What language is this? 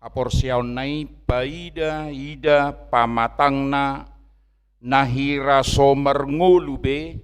Batak Toba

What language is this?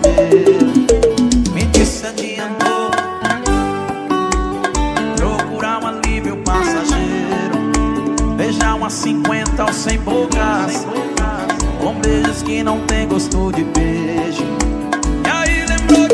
Portuguese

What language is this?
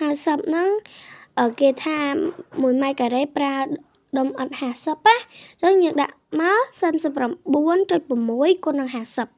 Khmer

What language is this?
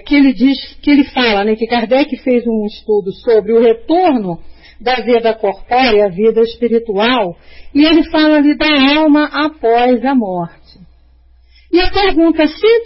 Portuguese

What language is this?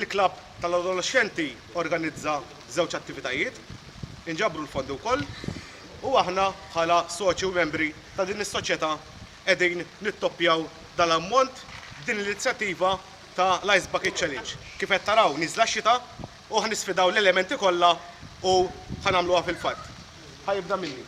Maltese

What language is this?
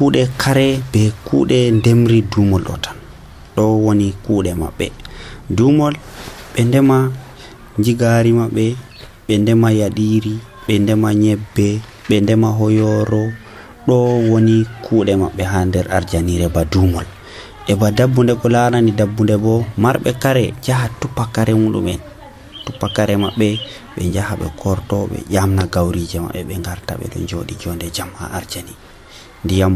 Nigerian Fulfulde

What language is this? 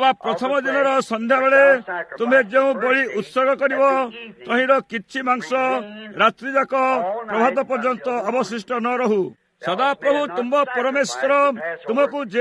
Odia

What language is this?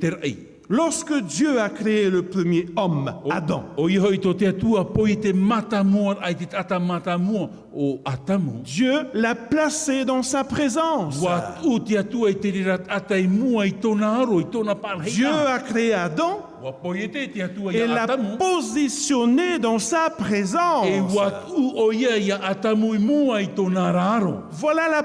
Tahitian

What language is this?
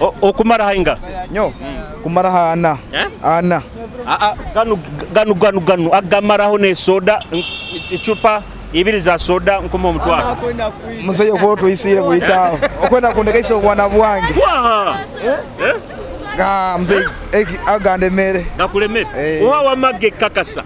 Nyoro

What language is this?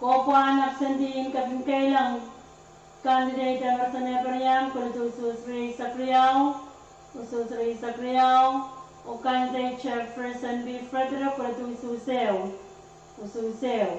Pohnpeian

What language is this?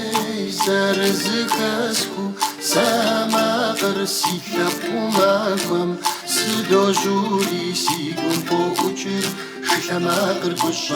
Kabardian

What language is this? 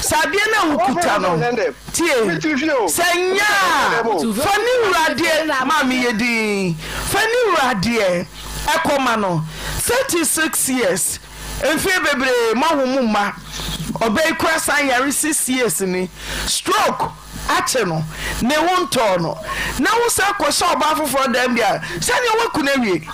Akan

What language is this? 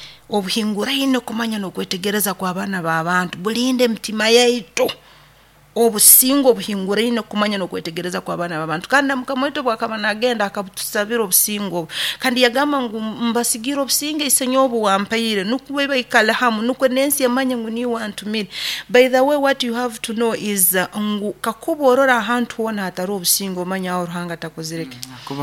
Nyoro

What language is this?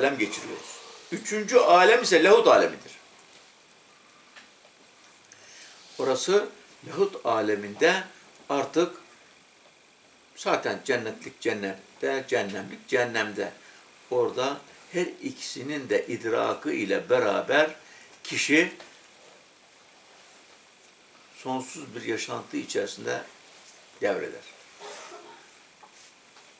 Turkish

